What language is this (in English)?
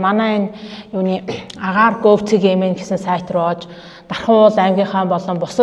Mongolian